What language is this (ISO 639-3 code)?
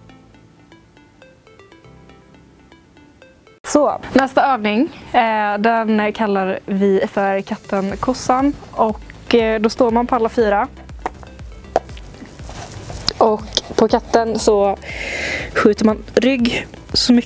swe